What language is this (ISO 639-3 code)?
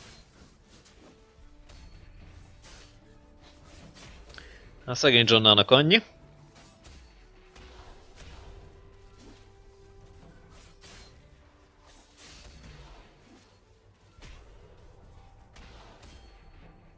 hun